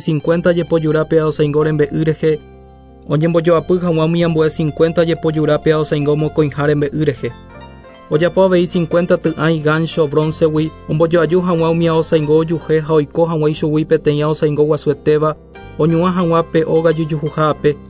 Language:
Guarani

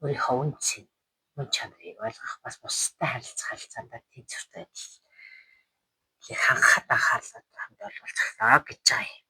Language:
Mongolian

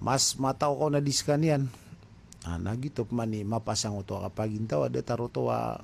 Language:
Maranao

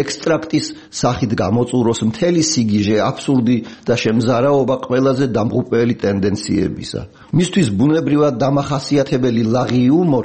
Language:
Georgian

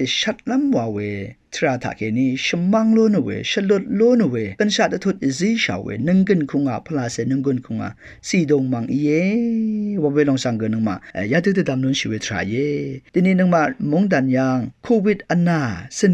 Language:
Rawang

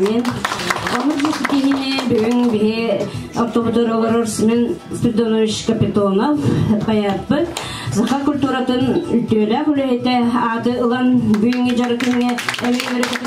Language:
Yakut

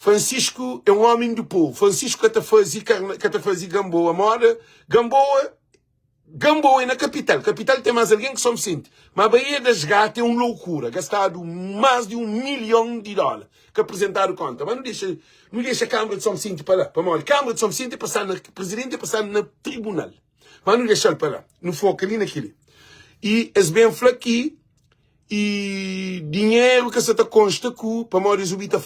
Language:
Kabuverdianu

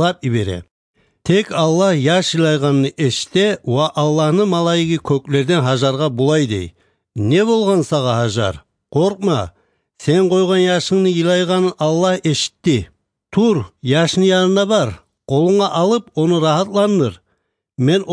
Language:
Kumyk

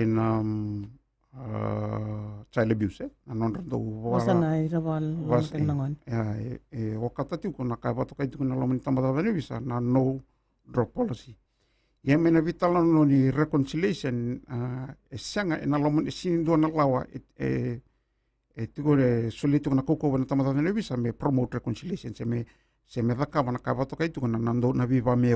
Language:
Fijian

